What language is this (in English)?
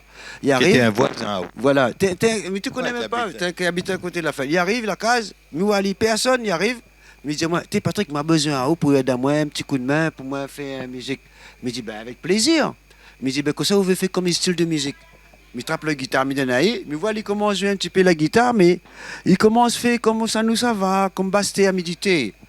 Réunion Creole French